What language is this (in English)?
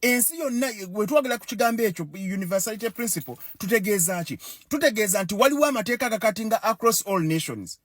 Ganda